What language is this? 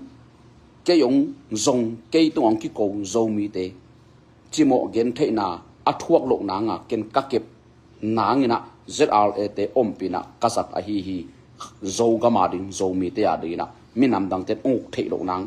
Tedim Chin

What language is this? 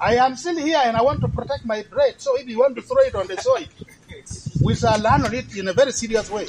Lango (Uganda)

